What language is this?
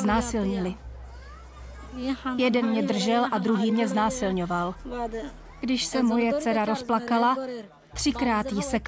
Czech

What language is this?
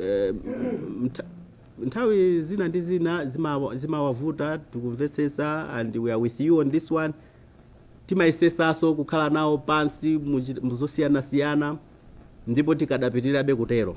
Nyanja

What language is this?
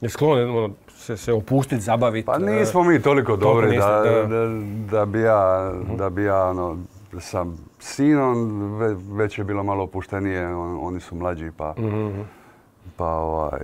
Croatian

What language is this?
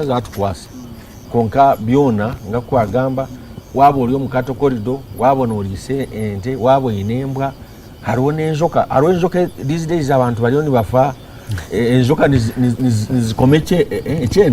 Nyankole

